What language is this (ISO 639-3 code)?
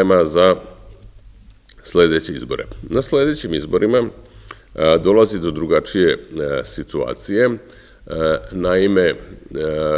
srp